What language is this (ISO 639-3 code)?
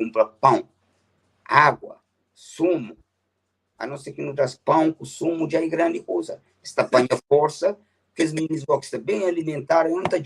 kea